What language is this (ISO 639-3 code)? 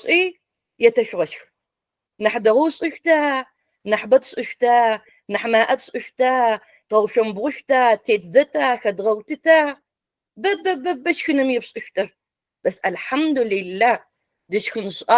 ady